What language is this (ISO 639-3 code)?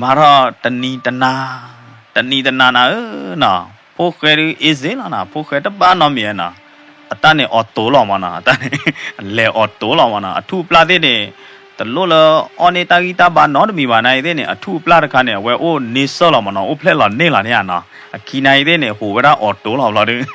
ksw